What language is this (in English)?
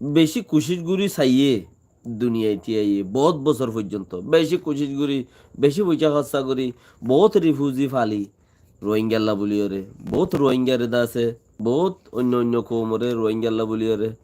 Rohingya